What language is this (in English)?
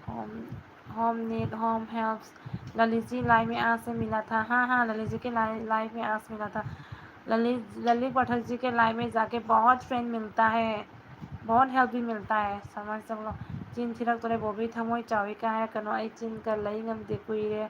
Manipuri